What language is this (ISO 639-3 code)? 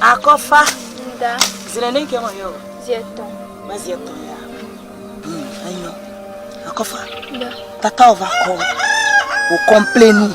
ewe